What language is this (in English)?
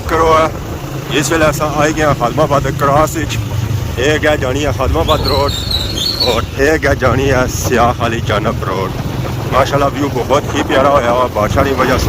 Pahari-Potwari